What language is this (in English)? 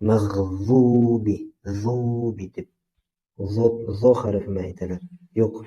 Bashkir